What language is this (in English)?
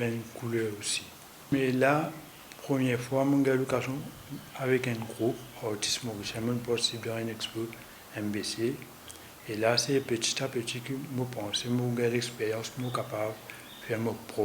Morisyen